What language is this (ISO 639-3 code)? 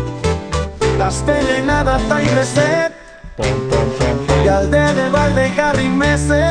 eus